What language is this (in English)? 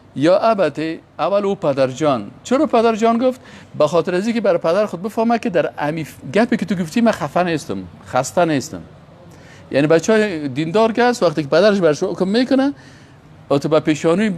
Persian